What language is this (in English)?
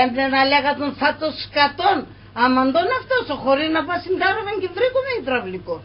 Pontic